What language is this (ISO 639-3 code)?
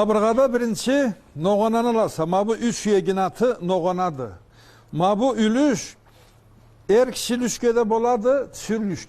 krc